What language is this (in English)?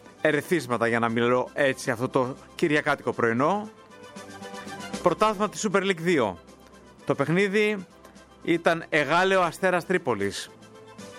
Greek